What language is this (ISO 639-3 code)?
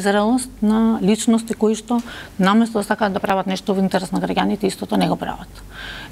mkd